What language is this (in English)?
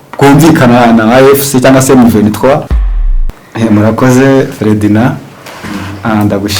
Kinyarwanda